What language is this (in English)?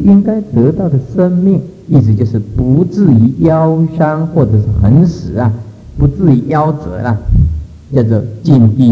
Chinese